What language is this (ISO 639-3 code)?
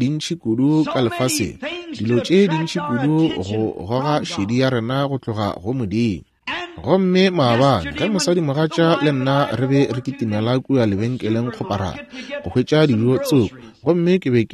nso